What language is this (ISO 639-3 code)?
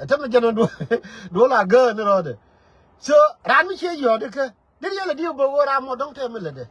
nus